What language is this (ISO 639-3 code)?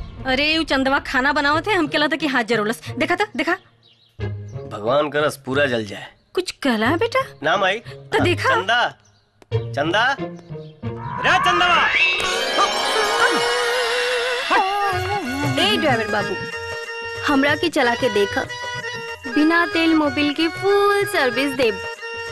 bho